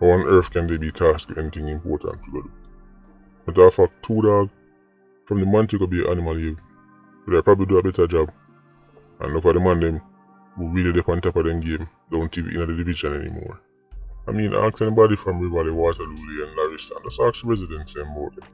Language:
Jamaican Creole English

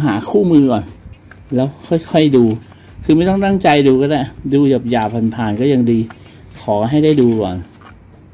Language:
Thai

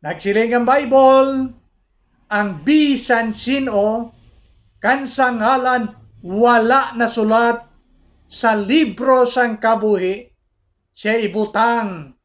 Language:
Hiligaynon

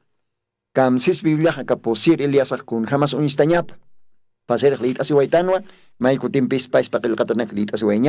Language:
Aymara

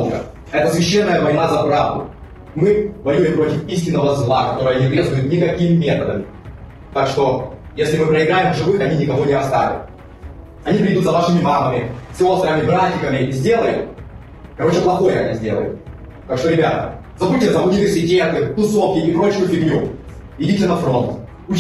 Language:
Russian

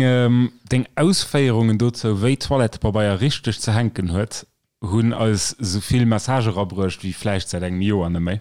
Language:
Luxembourgish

